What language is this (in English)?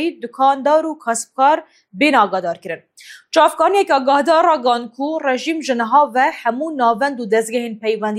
Kurdish